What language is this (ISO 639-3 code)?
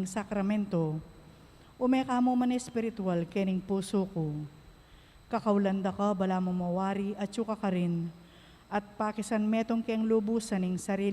pam